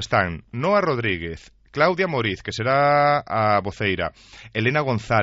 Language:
Galician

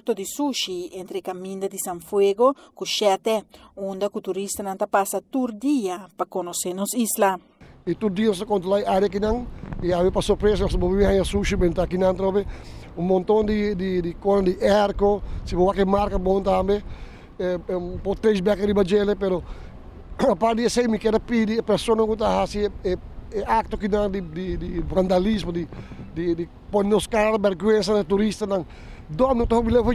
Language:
Papiamento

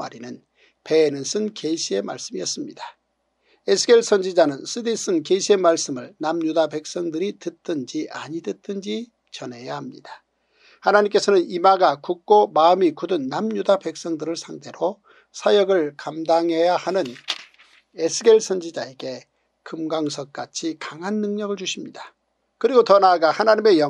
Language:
Korean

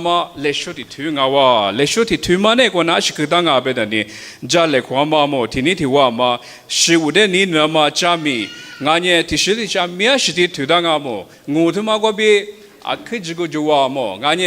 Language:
Lisu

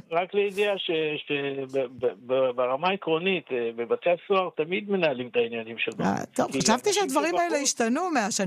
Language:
Hebrew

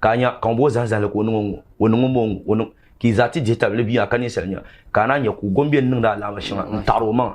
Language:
Dagbani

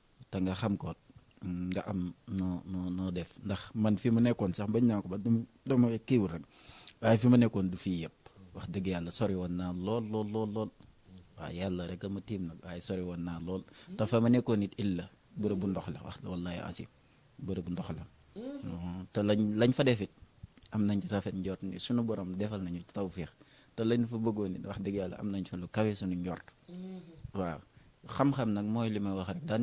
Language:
Wolof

